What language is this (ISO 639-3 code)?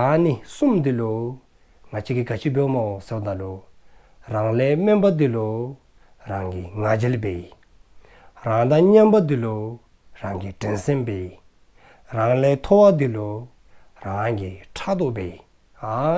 dzo